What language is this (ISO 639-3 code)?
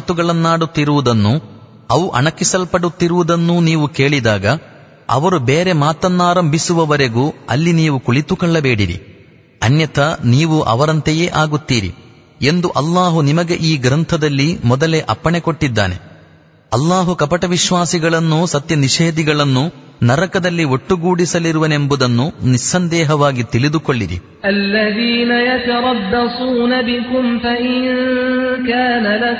kan